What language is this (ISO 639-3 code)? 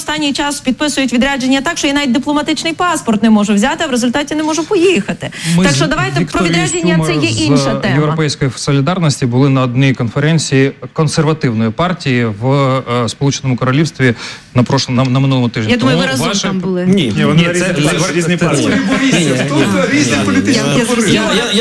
ukr